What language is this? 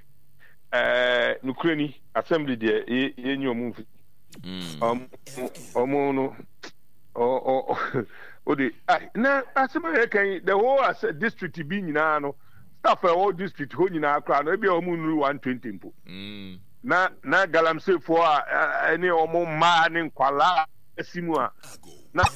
Akan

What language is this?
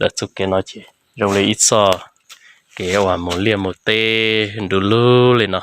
Hmong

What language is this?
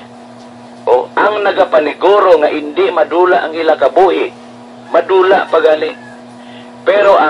Hiligaynon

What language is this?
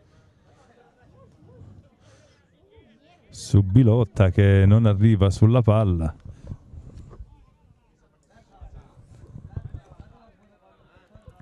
Italian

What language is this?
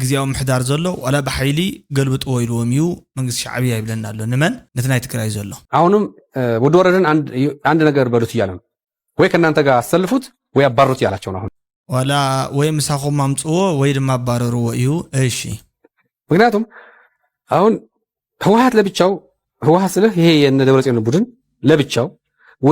Tigrinya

